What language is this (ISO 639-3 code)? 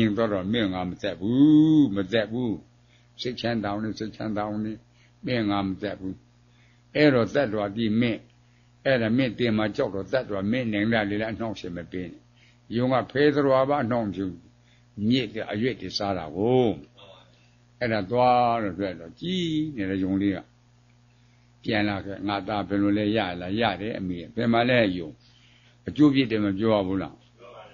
mya